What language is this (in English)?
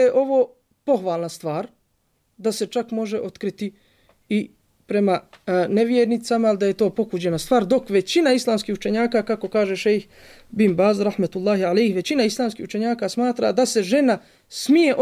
Bosnian